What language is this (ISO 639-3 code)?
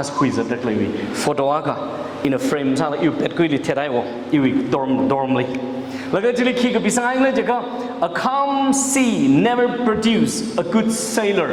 nmf